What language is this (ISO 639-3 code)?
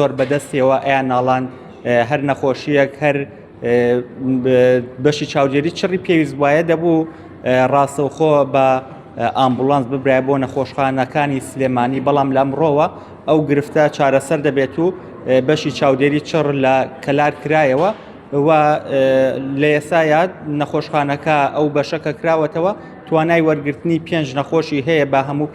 ckb